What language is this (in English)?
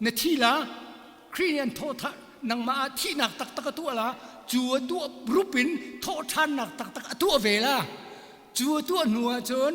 Hakha Chin